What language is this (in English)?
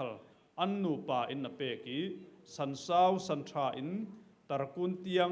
Falam Chin